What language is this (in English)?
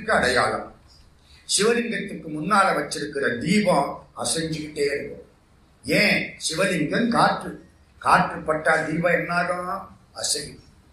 Tamil